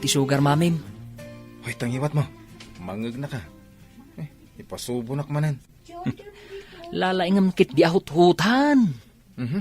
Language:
Iloko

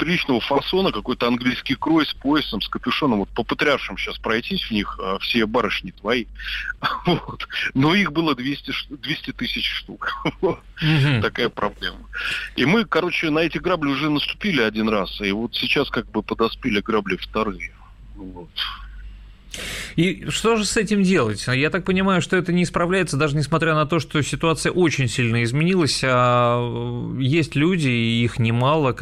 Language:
Russian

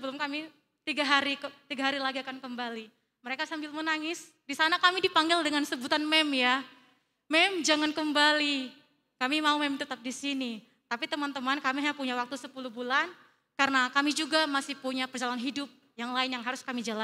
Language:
Indonesian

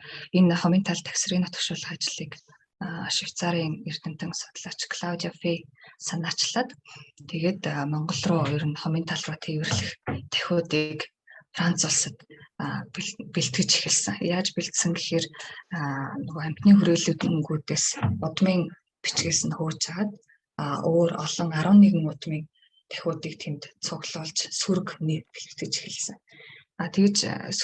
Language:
Mongolian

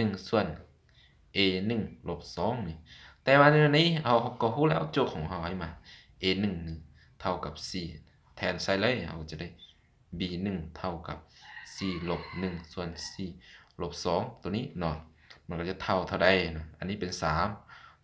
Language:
Lao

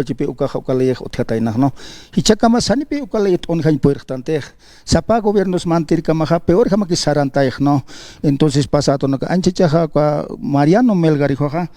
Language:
Aymara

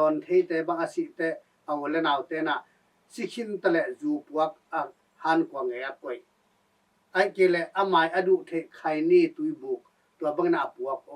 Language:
Tedim Chin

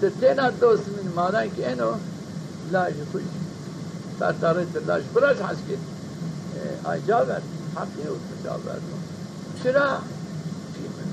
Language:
Zaza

